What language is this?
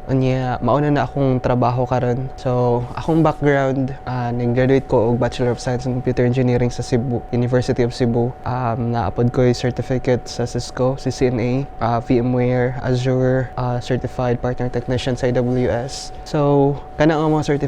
Cebuano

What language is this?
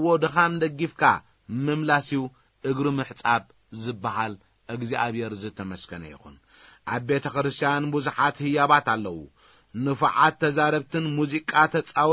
Tigrinya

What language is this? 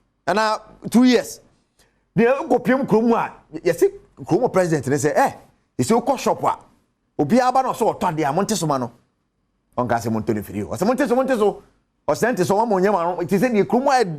Akan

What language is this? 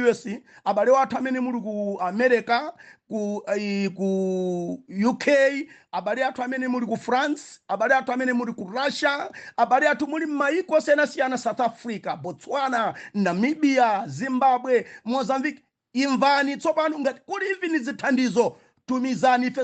Nyanja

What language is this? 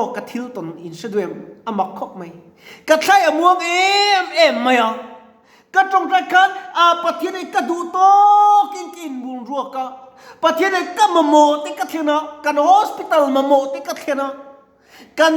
Mizo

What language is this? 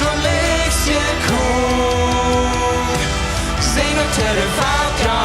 Plautdietsch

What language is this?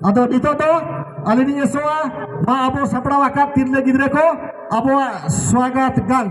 Santali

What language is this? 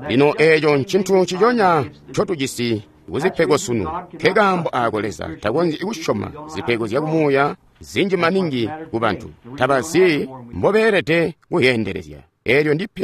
Tonga (Zambia)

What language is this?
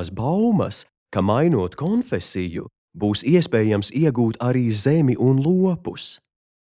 Latvian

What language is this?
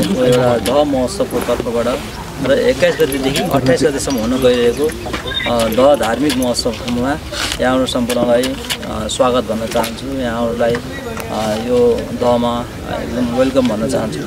Nepali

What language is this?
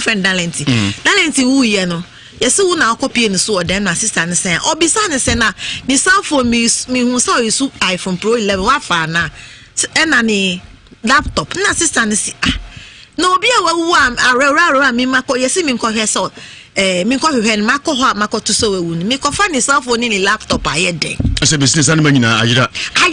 Akan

